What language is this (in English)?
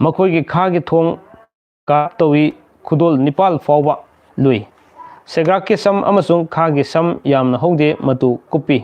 Manipuri